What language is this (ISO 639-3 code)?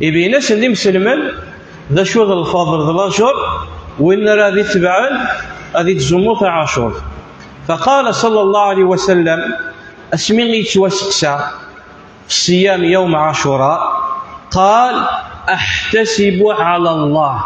kab